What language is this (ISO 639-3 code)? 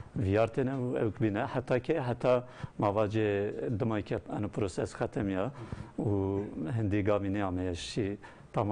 zza